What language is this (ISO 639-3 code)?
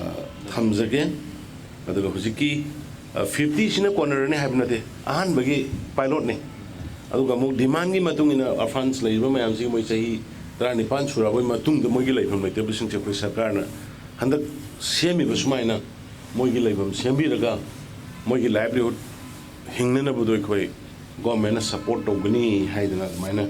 mni